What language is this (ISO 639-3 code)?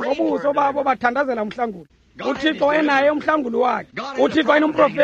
xho